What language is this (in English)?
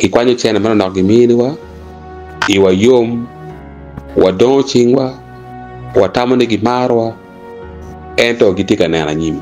Acoli